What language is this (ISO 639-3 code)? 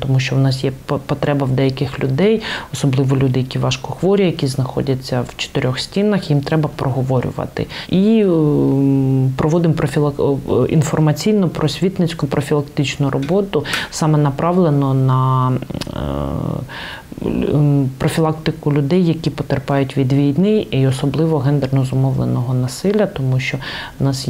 ukr